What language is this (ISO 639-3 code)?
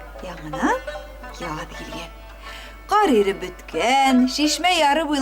bak